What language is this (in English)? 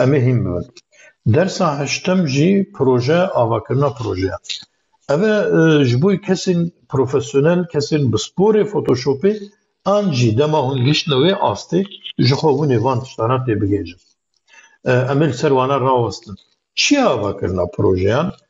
Kurdish